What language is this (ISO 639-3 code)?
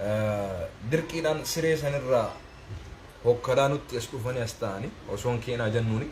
orm